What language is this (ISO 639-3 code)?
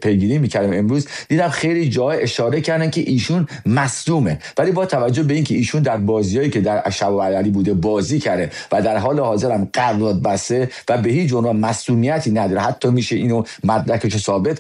fas